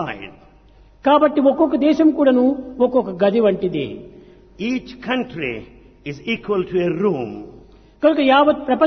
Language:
Telugu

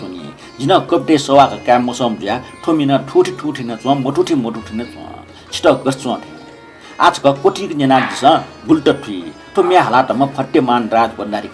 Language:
Newari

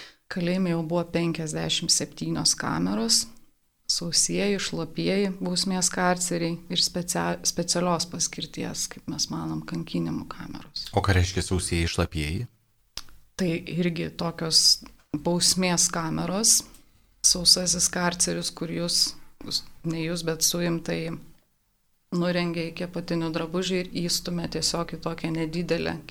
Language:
Lithuanian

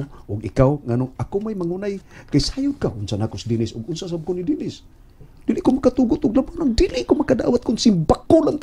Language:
Cebuano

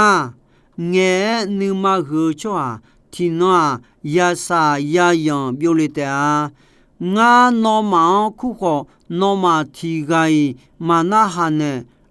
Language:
Akha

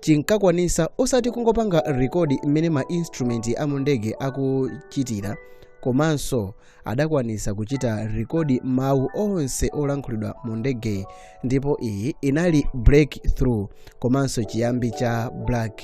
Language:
Nyanja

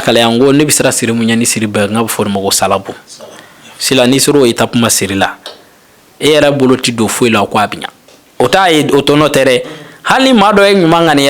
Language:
Bambara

